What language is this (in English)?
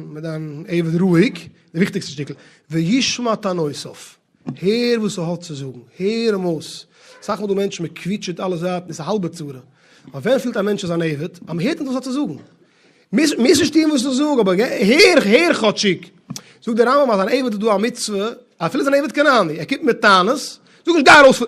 Yiddish